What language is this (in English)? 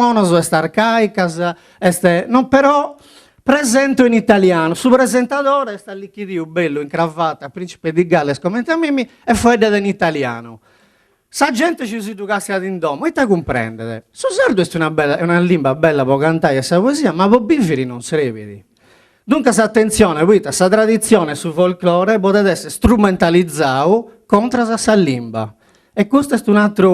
Sardinian